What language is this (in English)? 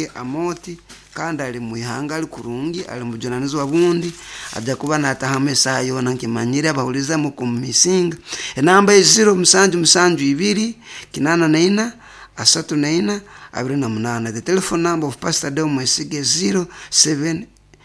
Nyoro